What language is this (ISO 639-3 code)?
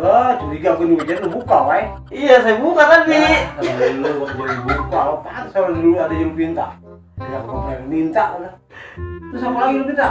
bew